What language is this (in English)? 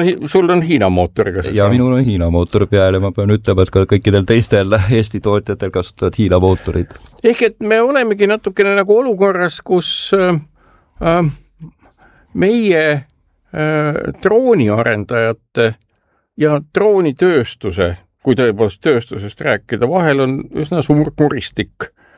Estonian